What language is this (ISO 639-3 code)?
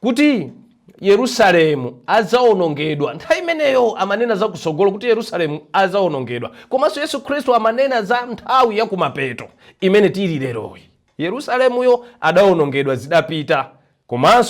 nya